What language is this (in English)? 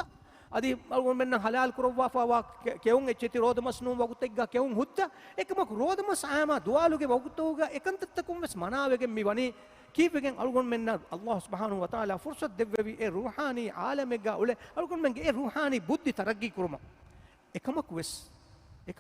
Divehi